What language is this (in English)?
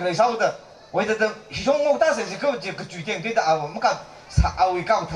Tangkhul Naga (India)